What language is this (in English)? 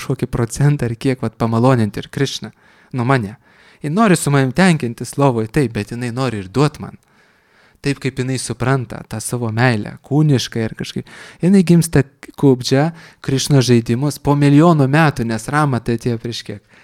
Lithuanian